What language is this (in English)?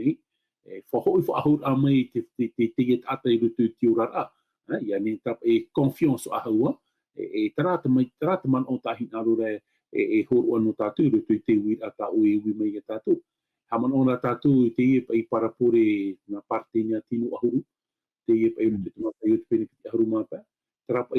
Tahitian